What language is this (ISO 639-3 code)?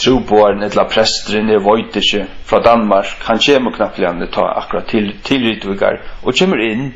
fao